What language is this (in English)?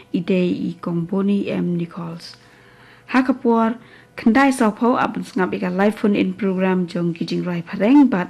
Khasi